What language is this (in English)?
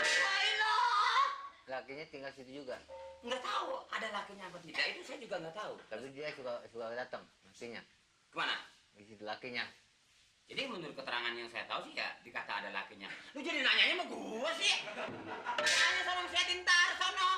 Betawi